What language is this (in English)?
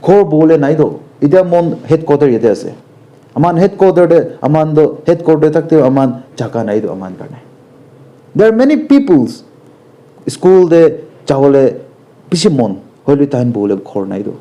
Naga Pidgin